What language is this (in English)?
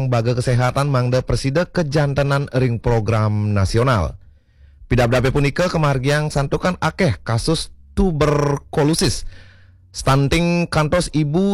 Balinese